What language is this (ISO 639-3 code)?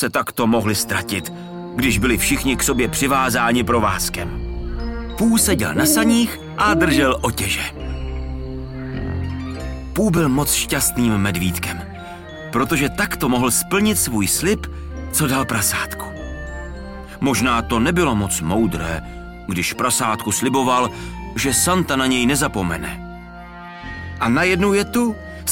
ces